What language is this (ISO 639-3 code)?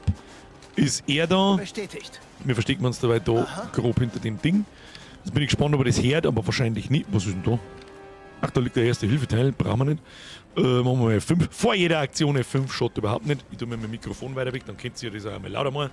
bar